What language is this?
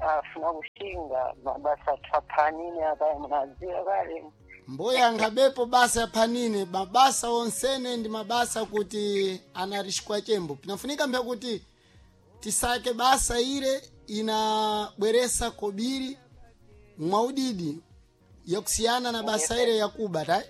Sena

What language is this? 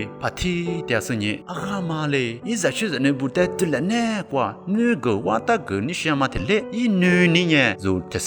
Lisu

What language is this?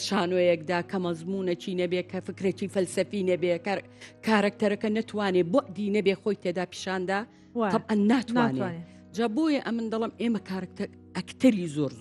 Central Kurdish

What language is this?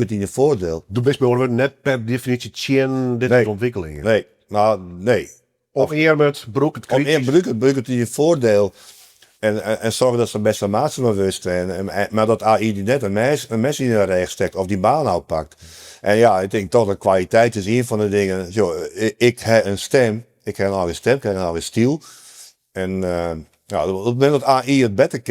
Western Frisian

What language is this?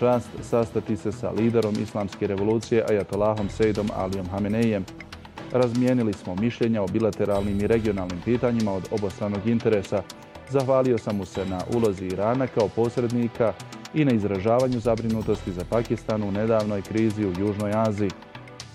Bosnian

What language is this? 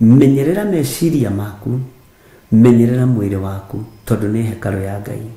Kikuyu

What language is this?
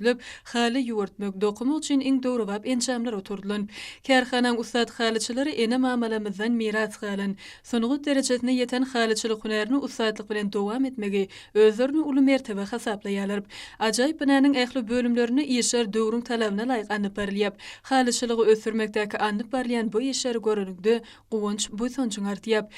Turkmen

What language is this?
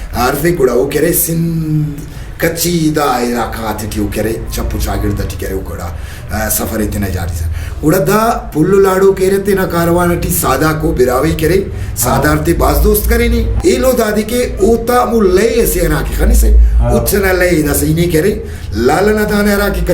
Brahui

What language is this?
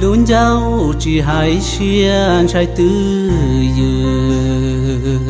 Hmong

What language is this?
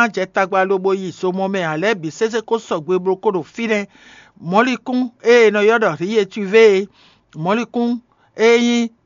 Fon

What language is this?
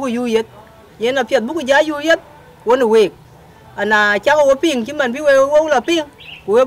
Dinka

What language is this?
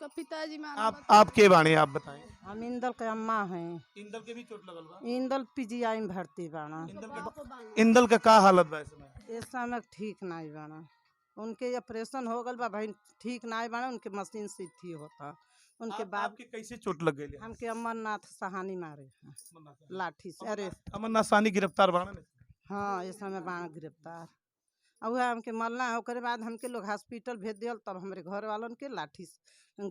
Bhojpuri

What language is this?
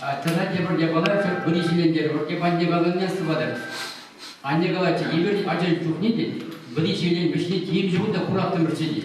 Chuvash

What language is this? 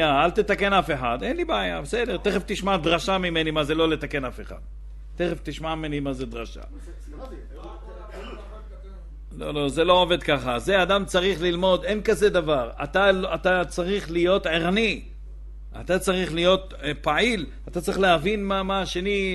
Hebrew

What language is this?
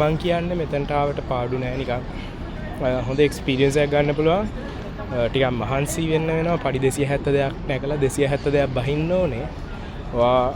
Sinhala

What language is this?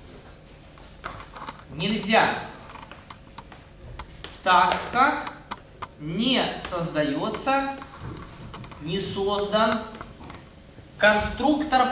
Russian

